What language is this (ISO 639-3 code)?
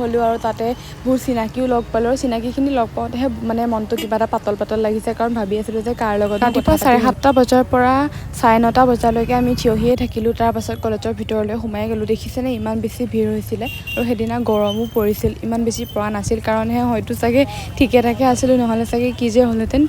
asm